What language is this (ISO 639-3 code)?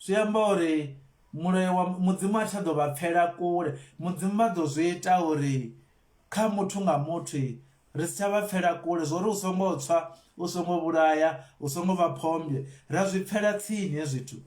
ven